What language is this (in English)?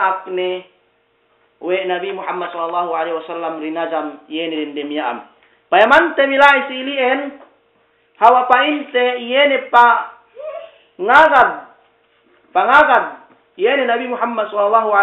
Yakan